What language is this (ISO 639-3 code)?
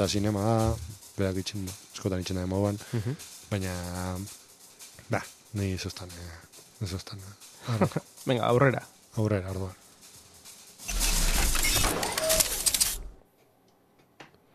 eus